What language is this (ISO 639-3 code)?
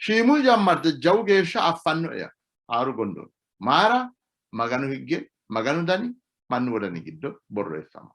sid